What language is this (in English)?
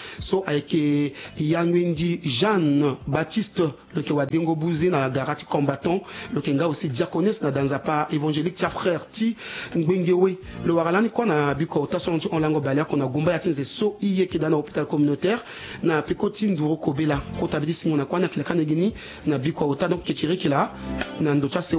Sango